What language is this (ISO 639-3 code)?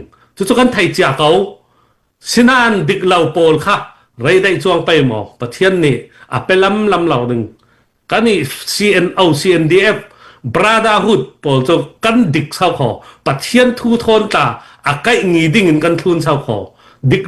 cnh